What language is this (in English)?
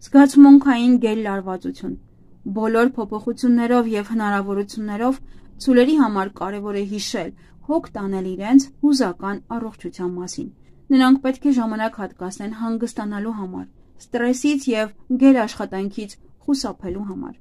Armenian